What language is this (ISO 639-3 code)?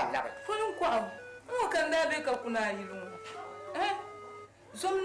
dag